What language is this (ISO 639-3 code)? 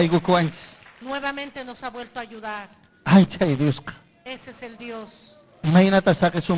quy